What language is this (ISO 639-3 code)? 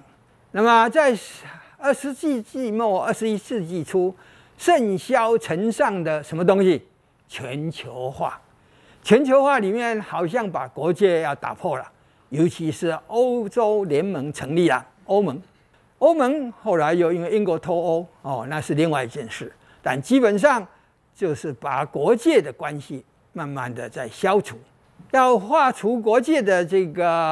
zho